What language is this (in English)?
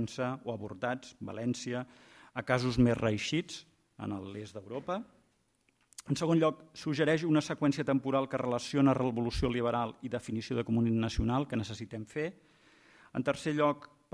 Catalan